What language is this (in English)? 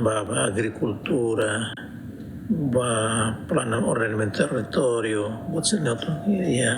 Tetum